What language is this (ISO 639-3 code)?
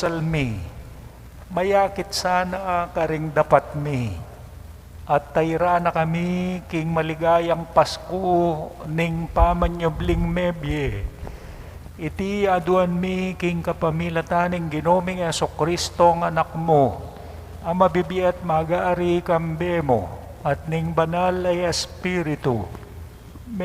pam